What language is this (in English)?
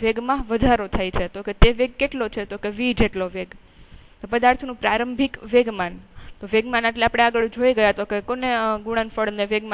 Gujarati